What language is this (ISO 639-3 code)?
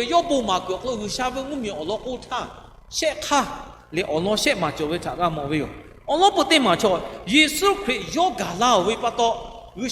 lhu